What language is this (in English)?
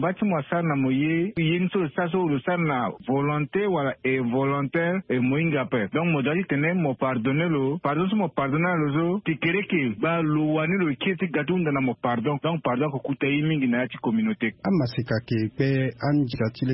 Sango